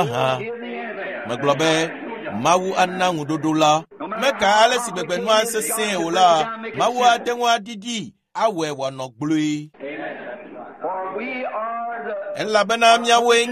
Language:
Ewe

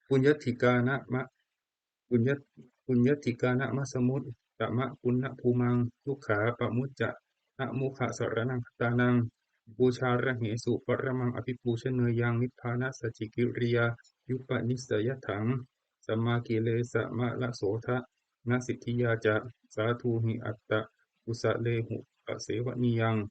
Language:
Pali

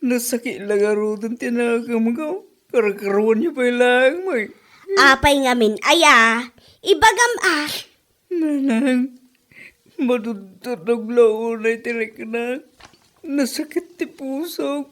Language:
Iloko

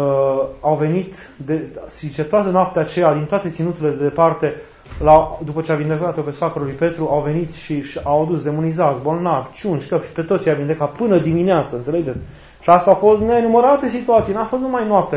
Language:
Romanian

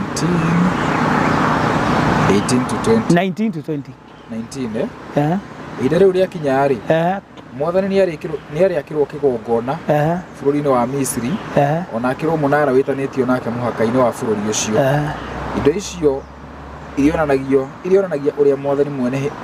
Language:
Kikuyu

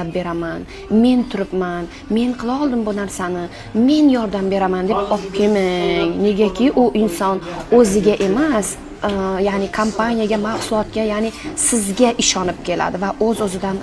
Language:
Uzbek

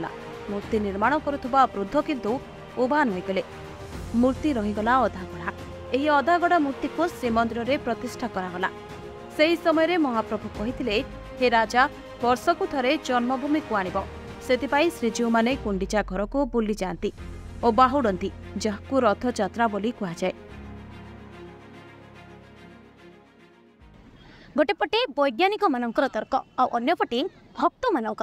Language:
Odia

